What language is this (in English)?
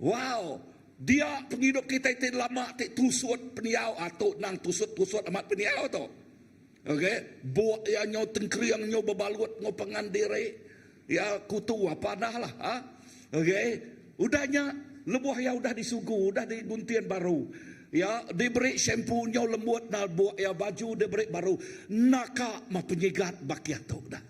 Iban